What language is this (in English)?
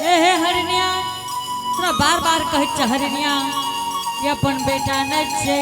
Angika